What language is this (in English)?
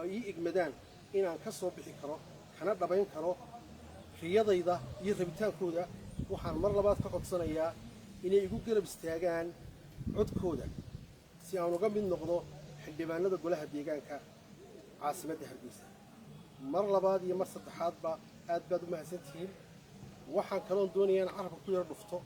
Somali